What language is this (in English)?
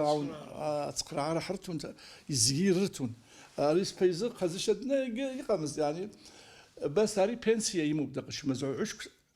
Abkhazian